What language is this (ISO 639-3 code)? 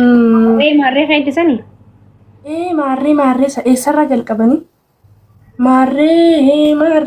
orm